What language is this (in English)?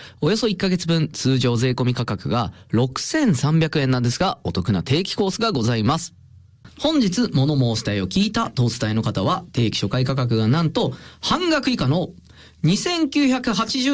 Japanese